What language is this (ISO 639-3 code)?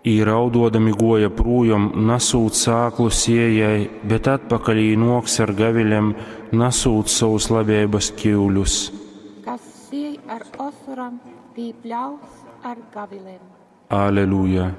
ltg